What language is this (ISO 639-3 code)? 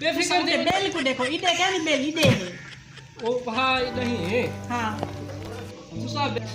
skr